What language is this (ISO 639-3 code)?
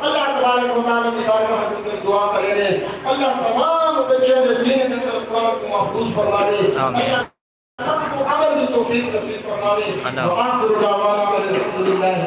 skr